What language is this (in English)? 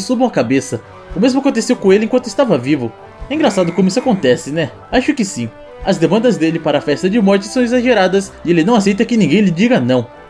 Portuguese